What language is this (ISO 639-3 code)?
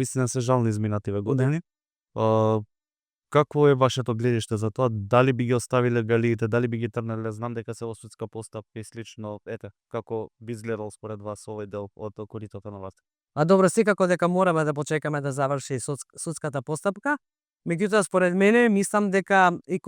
mkd